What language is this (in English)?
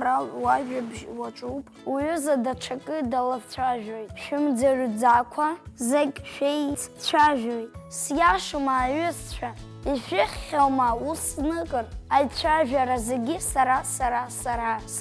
Abkhazian